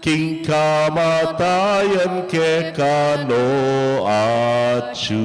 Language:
Pampanga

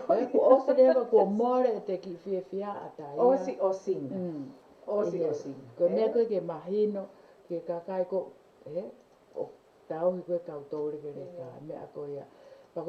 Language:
Tongan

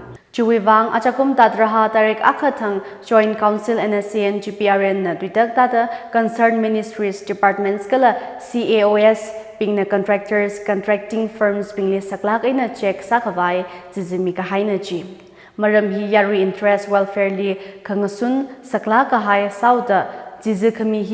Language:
Tangkhul Naga (India)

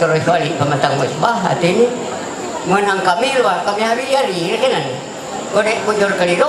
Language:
Ma'anyan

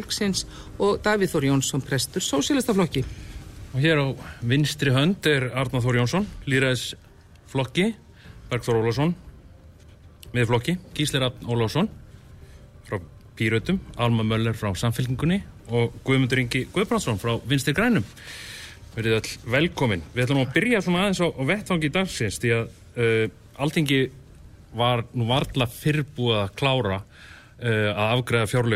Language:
Icelandic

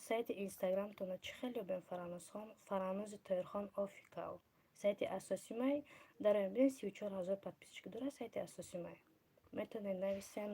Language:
Tajik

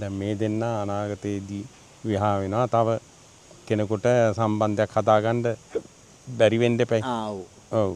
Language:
Sinhala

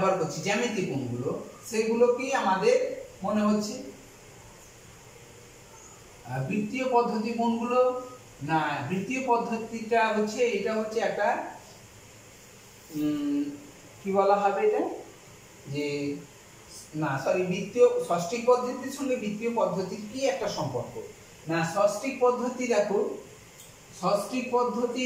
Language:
Bangla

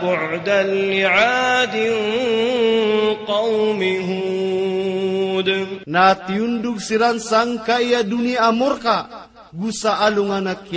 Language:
Maranao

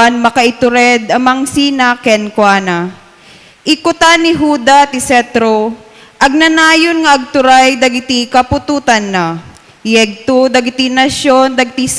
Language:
Iloko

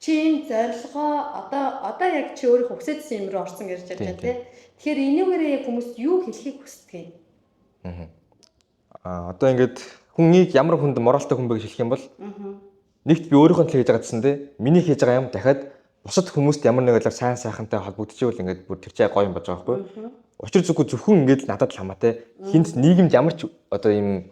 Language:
Mongolian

